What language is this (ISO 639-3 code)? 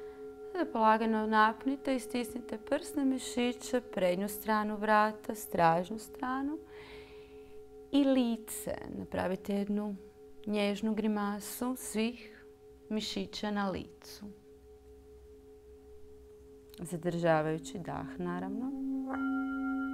hrv